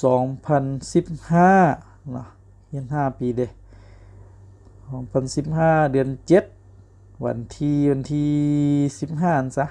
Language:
Lao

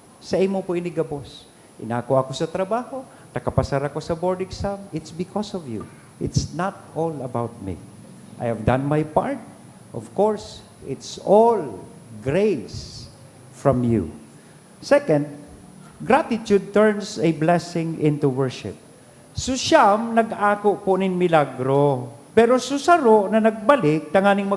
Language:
Bikol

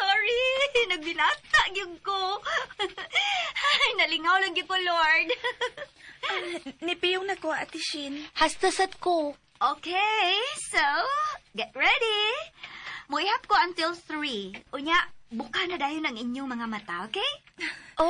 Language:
Cebuano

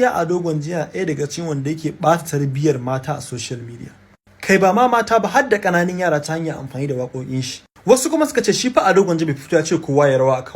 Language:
Hausa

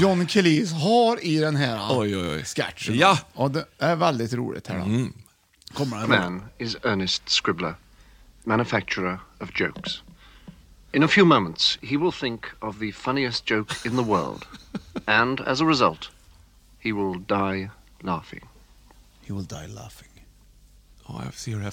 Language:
Swedish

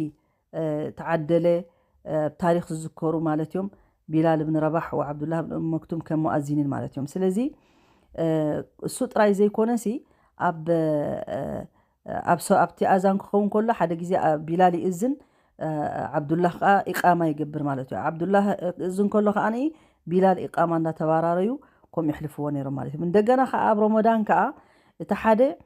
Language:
Tigrinya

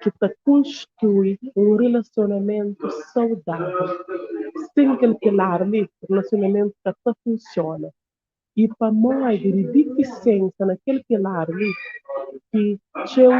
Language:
Kabuverdianu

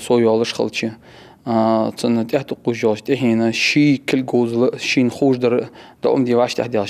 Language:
Ingush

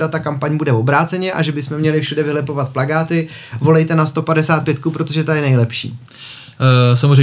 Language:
Czech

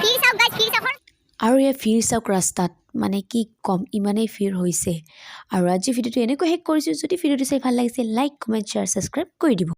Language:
Assamese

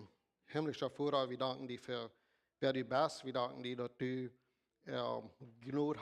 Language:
Plautdietsch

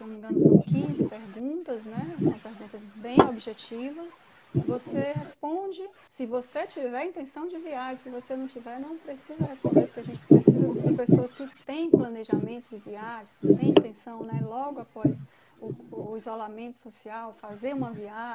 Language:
Portuguese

